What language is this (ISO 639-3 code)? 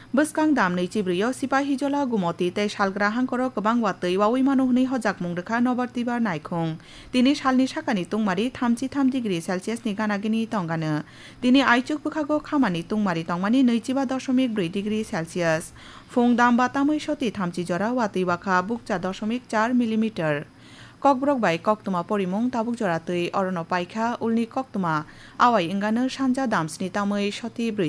trp